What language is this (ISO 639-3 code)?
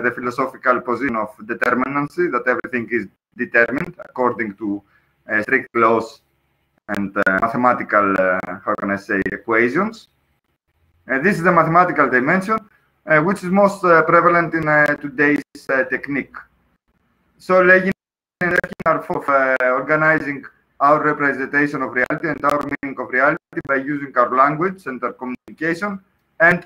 eng